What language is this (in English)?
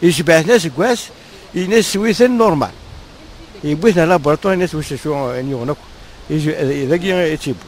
Kabyle